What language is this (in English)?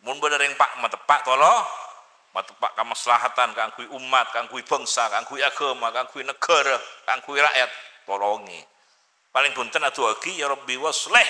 Madurese